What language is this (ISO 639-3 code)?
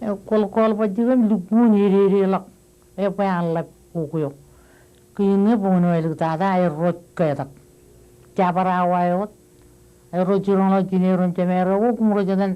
mah